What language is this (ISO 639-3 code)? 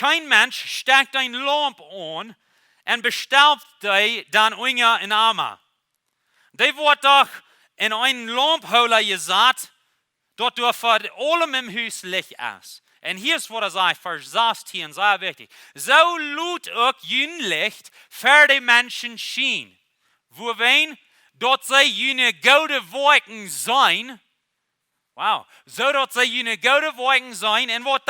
pdt